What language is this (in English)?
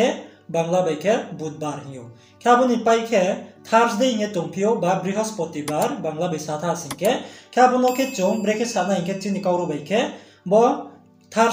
Riang (India)